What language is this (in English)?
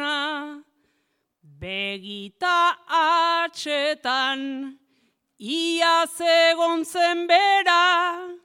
Basque